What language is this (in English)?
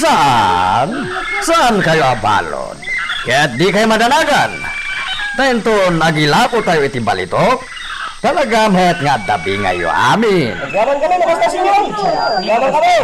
Iloko